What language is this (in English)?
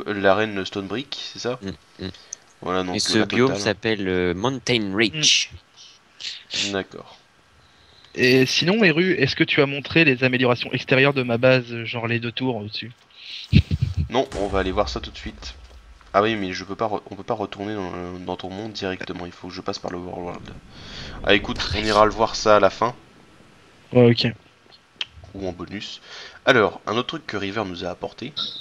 French